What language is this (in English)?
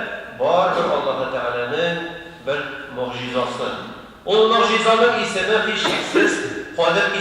Tatar